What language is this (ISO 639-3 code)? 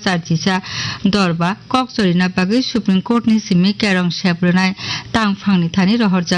trp